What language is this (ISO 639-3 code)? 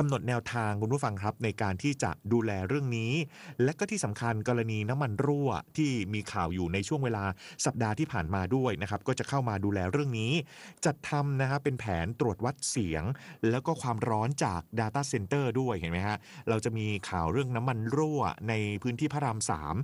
tha